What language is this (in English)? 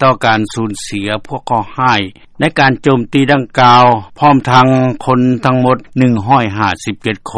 Lao